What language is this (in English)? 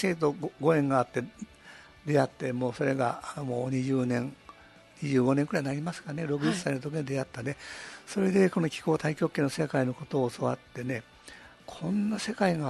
Japanese